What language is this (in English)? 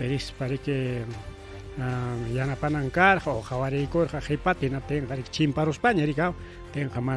Ayacucho Quechua